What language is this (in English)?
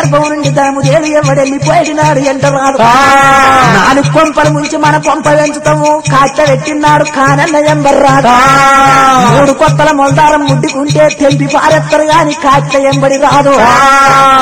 Telugu